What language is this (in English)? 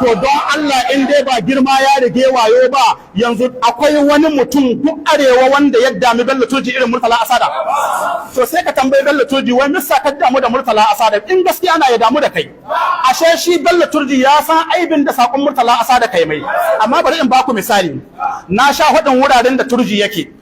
Hausa